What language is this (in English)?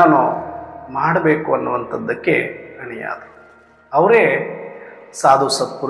Kannada